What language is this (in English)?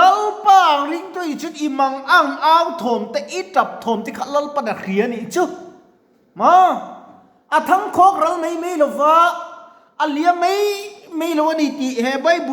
Mizo